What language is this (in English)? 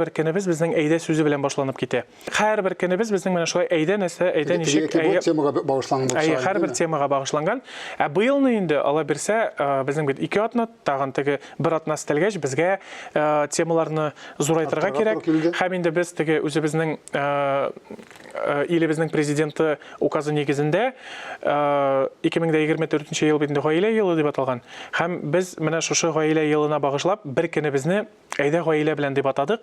Tatar